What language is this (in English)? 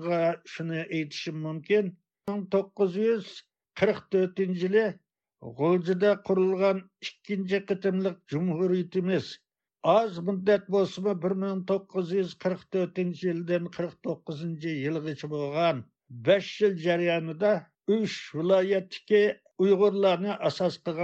Uyghur